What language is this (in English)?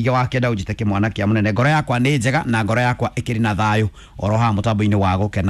Kikuyu